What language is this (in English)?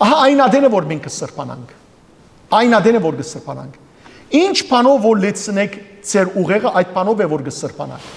Western Armenian